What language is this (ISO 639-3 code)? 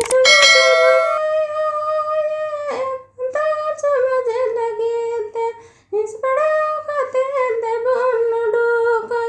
sat